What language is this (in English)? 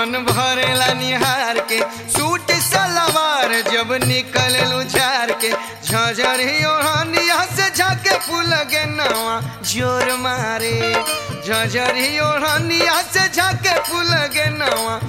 Bhojpuri